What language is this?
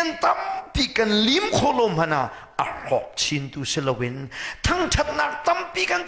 Hakha Chin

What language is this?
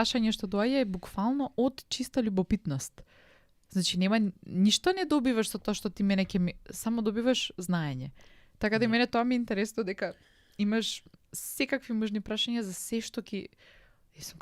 Macedonian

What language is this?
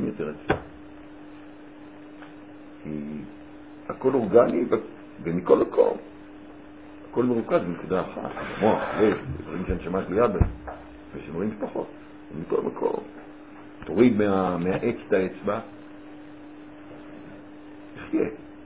Hebrew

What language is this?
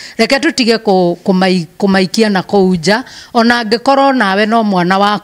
Kikuyu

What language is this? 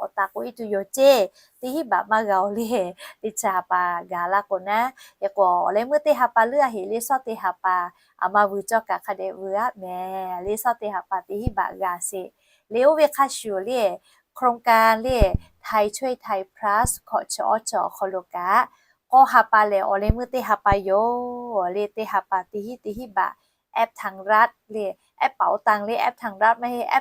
Lahu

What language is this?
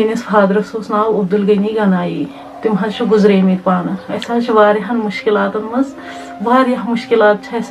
Kashmiri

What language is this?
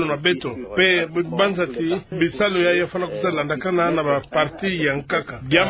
Kituba (Democratic Republic of Congo)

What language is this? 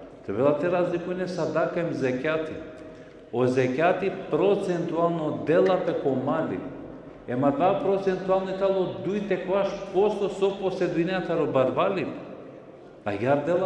Balkan Romani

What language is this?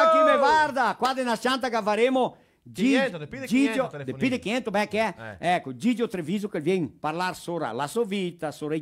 Venetian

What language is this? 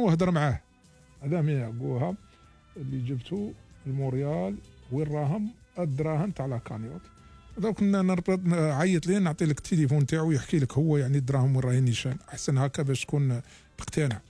Algerian Arabic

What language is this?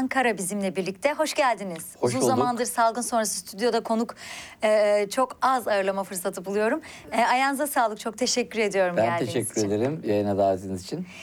Turkish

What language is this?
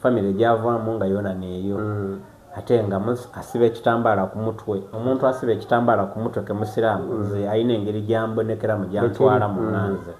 Soga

